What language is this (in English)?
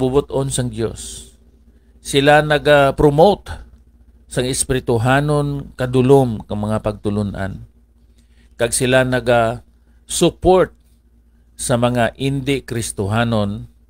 Hiligaynon